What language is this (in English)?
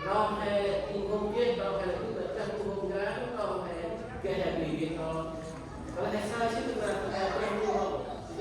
Central Mnong